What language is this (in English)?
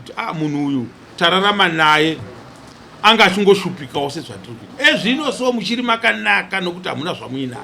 Shona